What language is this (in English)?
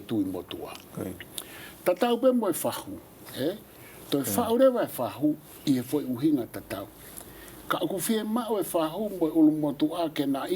Tongan